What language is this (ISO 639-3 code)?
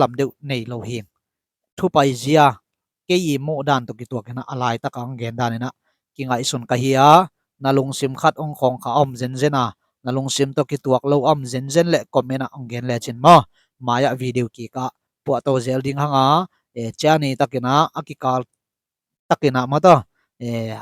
ctd